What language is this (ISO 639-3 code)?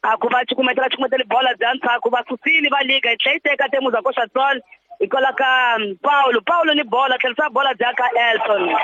tso